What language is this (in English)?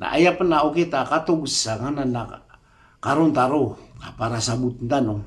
Maranao